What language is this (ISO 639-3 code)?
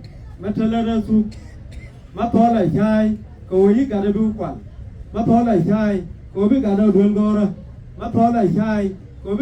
nus